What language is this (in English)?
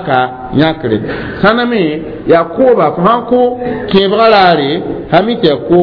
Mossi